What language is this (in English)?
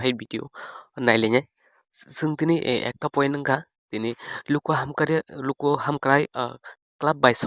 Kok Borok